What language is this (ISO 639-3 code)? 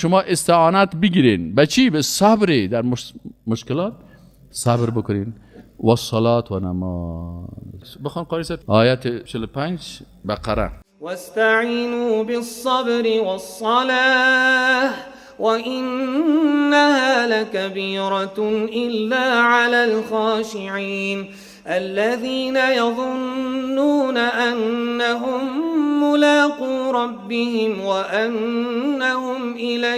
fas